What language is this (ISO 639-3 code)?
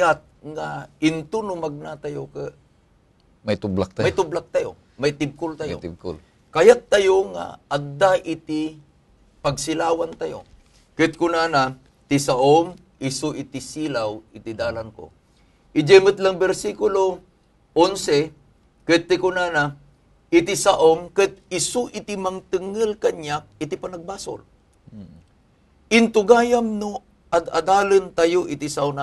ilo